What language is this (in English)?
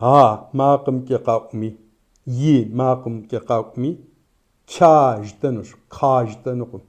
Kabardian